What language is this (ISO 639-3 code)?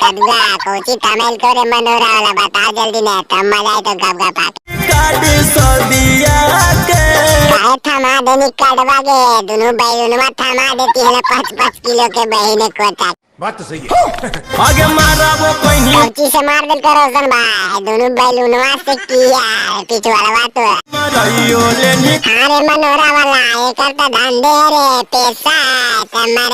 mag